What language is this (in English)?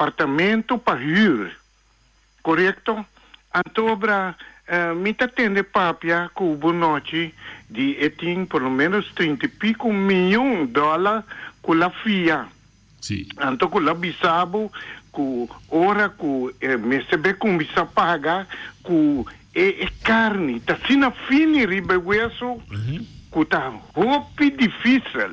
Papiamento